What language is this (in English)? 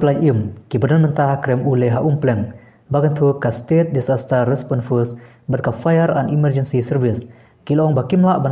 Khasi